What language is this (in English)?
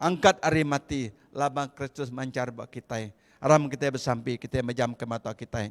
Iban